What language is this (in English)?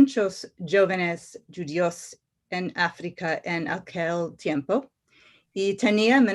Ladino